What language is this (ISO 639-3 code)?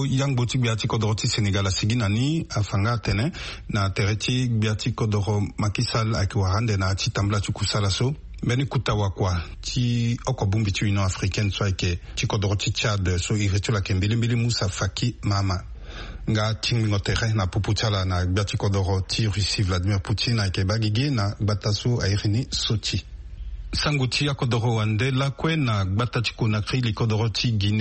sag